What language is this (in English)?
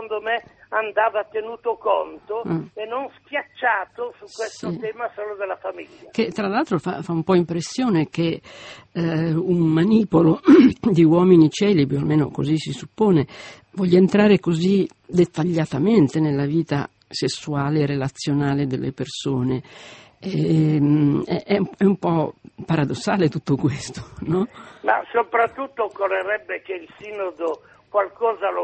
Italian